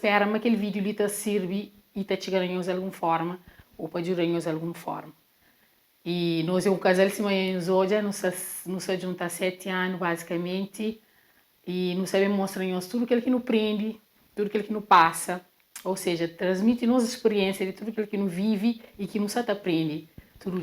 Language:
Kabuverdianu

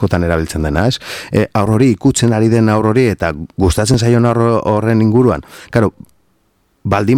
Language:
Basque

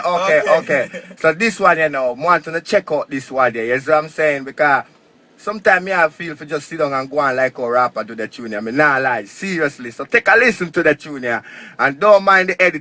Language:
Jamaican Creole English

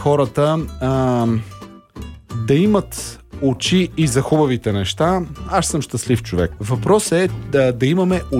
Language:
Bulgarian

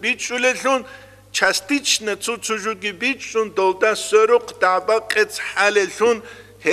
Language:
Avaric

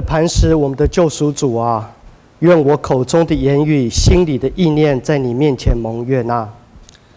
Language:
Min Nan Chinese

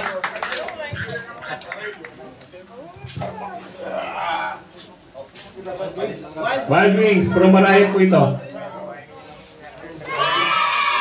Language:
Filipino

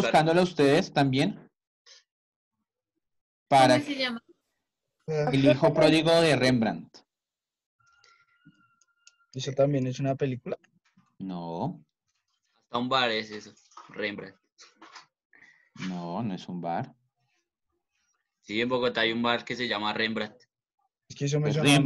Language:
Spanish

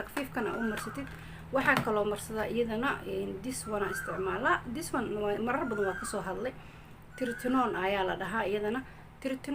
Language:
Somali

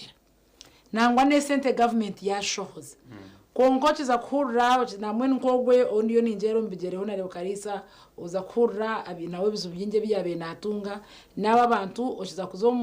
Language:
Nyankole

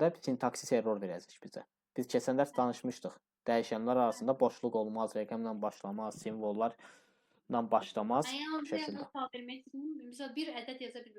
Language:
Azerbaijani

